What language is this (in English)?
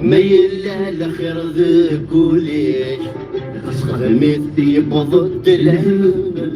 Kabyle